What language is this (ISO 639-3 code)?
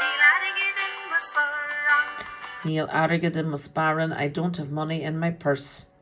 gle